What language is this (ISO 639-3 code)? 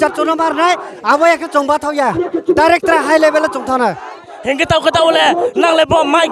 ria